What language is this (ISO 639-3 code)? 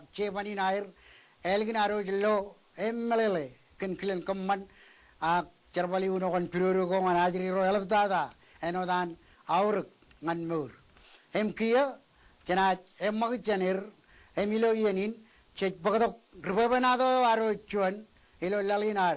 mah